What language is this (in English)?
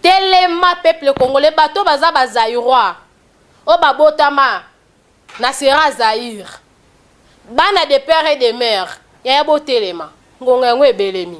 Lingala